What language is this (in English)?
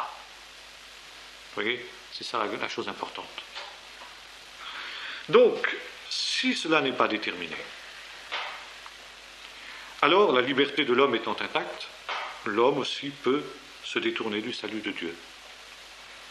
French